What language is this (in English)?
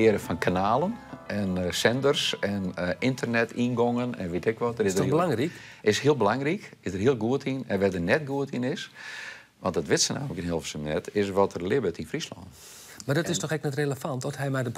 Western Frisian